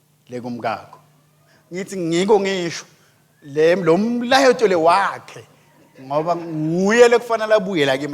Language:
Swati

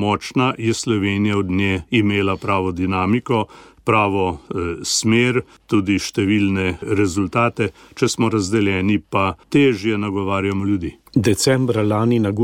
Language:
Slovenian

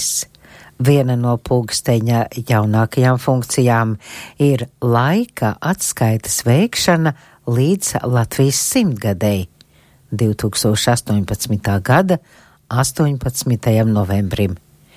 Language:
Latvian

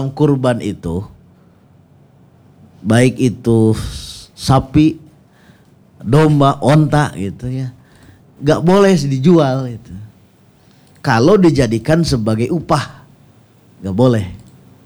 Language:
Indonesian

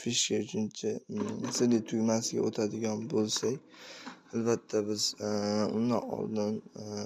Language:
Uzbek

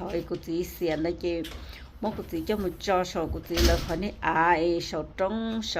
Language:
Hmong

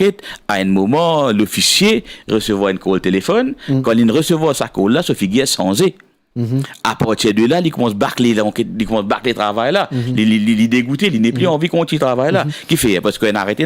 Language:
Morisyen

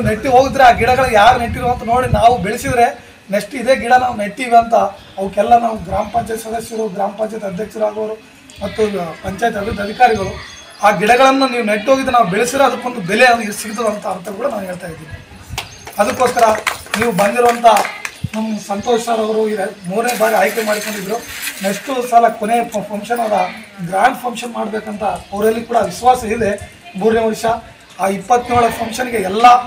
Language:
Kannada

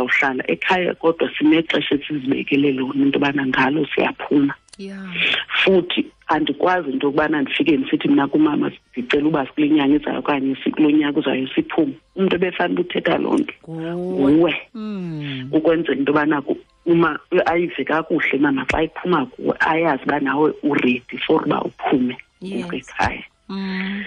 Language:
Xhosa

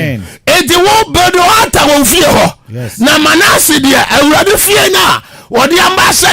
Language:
Akan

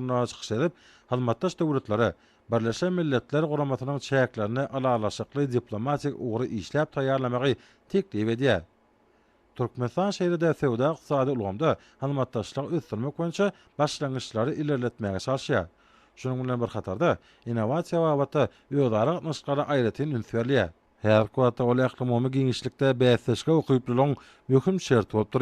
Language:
Turkmen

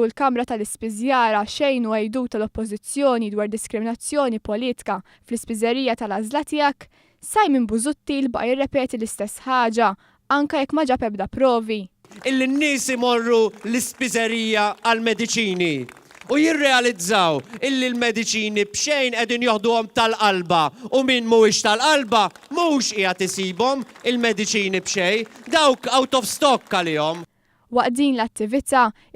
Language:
Maltese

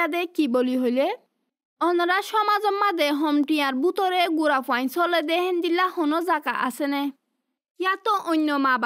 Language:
Assamese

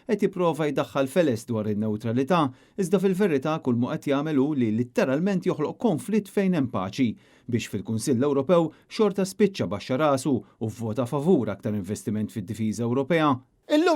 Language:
Maltese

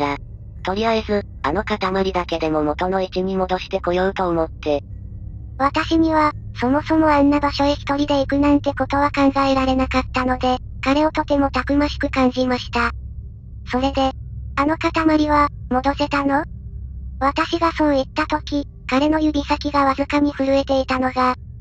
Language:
Japanese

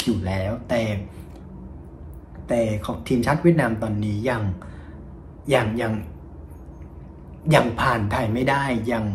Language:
Thai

